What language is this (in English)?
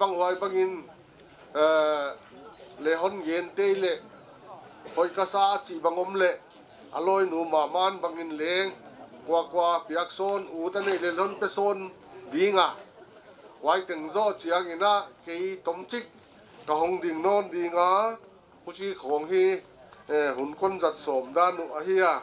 Tedim Chin